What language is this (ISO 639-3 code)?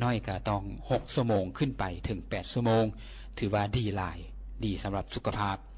lao